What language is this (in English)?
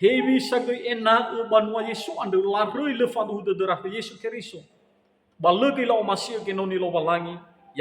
Nias